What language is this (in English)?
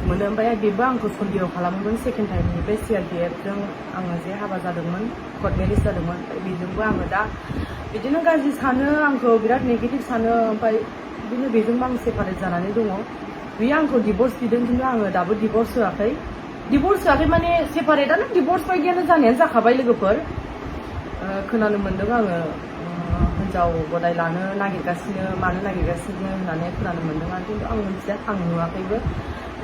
Bodo